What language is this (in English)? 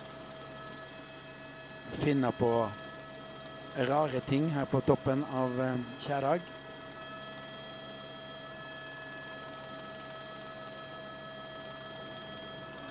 Norwegian